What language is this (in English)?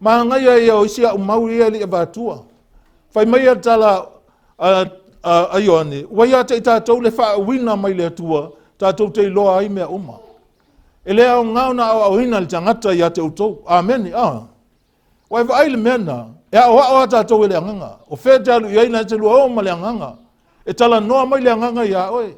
Samoan